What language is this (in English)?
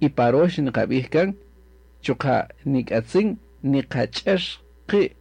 Kaqchikel